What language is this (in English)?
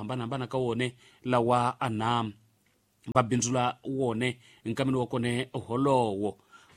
Tsonga